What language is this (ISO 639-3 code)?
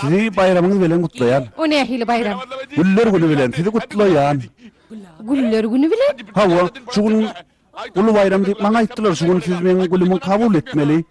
tuk